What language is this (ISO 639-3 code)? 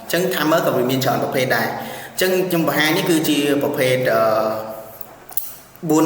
khm